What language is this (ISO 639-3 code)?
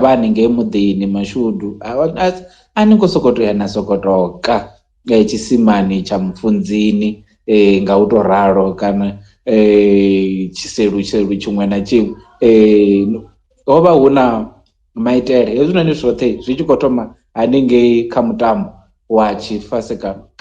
ven